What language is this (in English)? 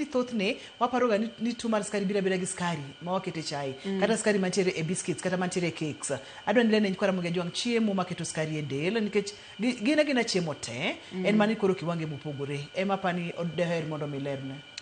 Luo (Kenya and Tanzania)